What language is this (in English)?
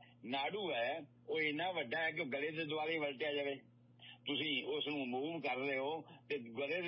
Punjabi